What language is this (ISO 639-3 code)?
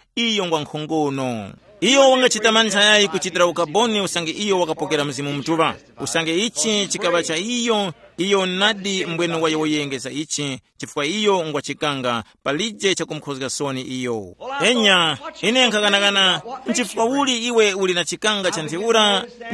tum